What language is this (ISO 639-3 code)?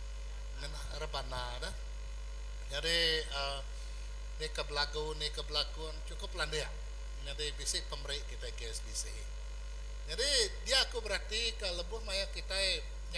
iba